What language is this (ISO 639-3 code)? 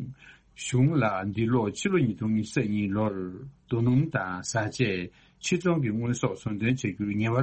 bod